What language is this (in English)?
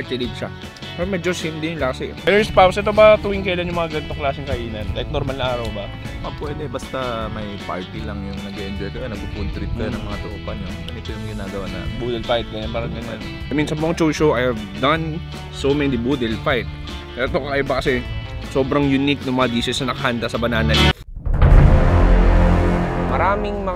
Filipino